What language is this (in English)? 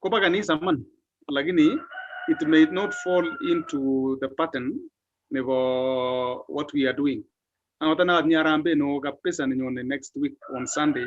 Kalenjin